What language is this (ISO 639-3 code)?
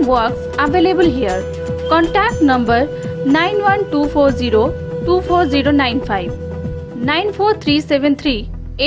ori